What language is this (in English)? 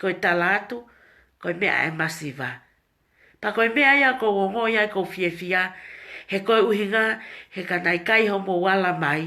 Tongan